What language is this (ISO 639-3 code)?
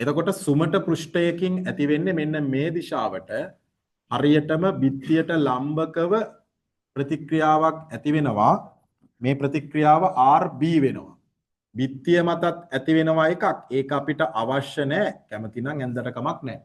sin